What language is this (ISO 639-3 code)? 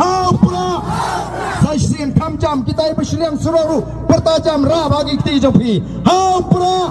kha